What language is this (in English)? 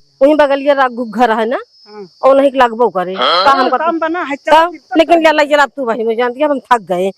Awadhi